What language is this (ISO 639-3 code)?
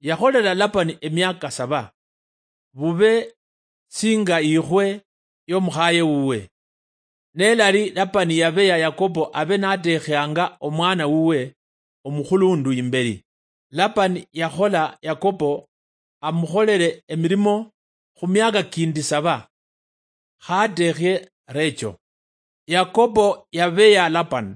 luy